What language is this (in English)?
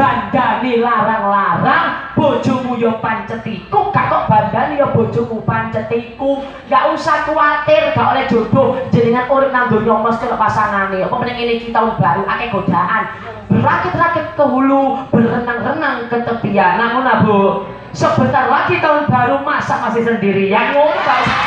Javanese